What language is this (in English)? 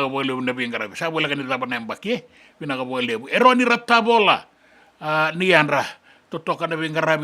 Fijian